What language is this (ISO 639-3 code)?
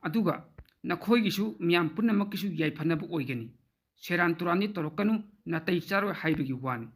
mni